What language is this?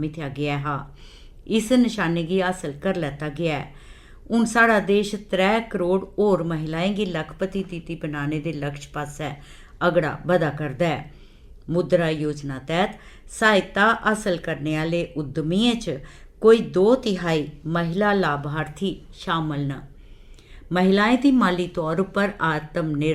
Dogri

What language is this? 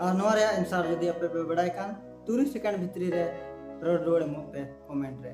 Santali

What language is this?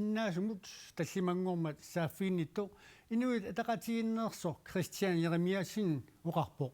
Kalaallisut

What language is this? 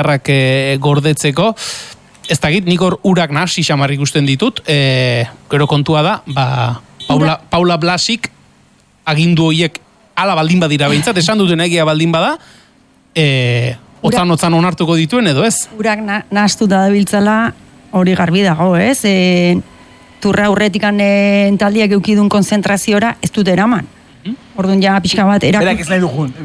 Basque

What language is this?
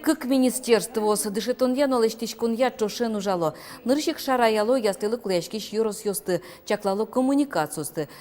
Udmurt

